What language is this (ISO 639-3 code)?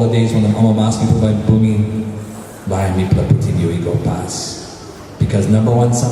tpi